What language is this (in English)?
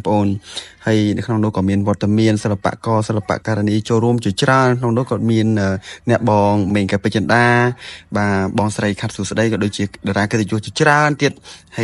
Khmer